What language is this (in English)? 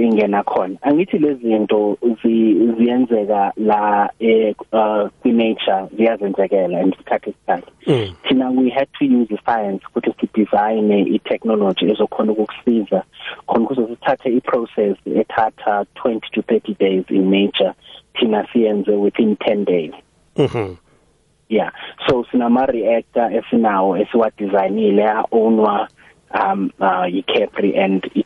South Ndebele